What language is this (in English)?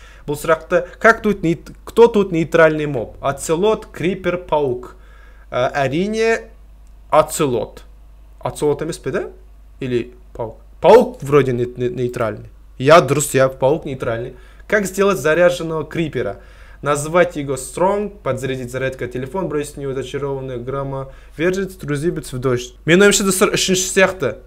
Kazakh